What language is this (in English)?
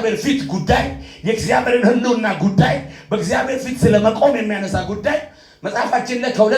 Amharic